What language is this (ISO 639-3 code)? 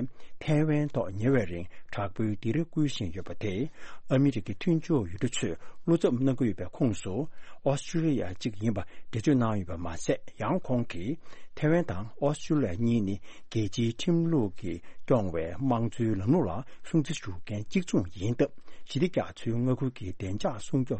bod